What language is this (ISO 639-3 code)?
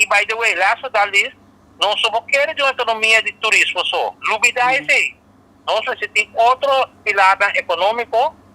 pap